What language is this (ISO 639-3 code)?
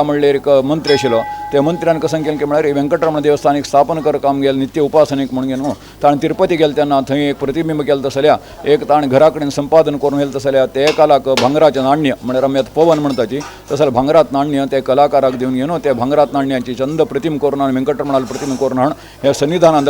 kok